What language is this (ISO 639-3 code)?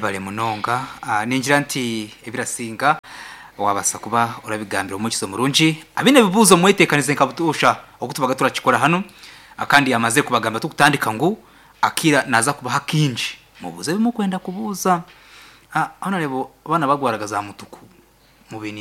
nyn